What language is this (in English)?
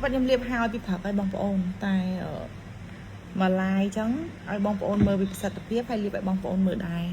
Khmer